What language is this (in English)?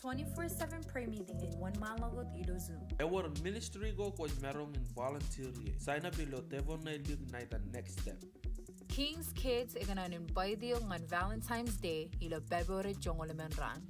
Marshallese